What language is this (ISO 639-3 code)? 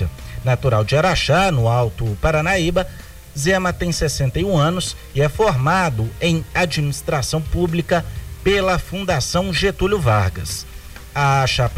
por